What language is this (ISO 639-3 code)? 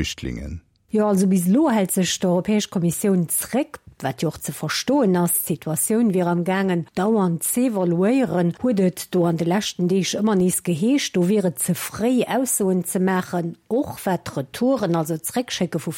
ltz